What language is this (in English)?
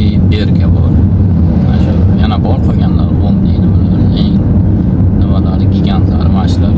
Uzbek